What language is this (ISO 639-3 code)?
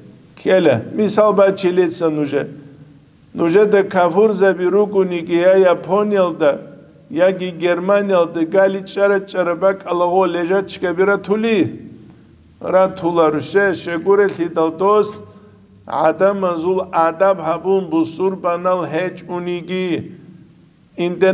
ava